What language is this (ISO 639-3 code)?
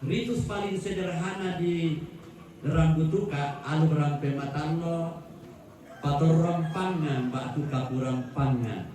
sda